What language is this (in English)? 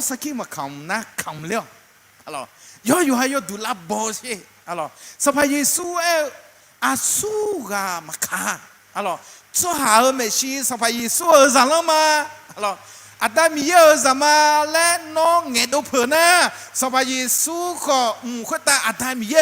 Akha